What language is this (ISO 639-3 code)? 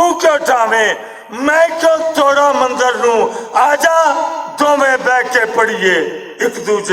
lah